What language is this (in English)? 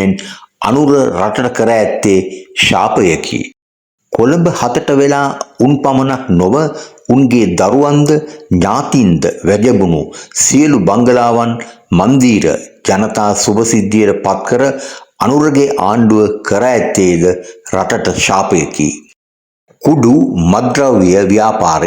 Sinhala